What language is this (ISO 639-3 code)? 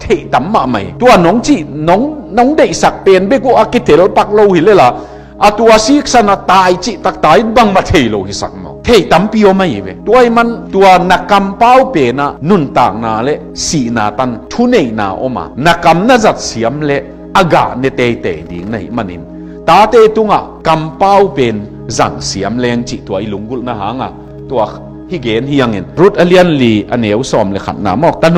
ctd